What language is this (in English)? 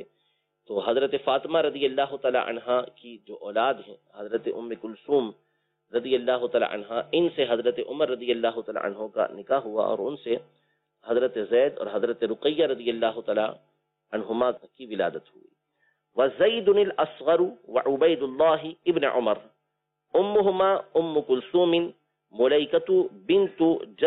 Urdu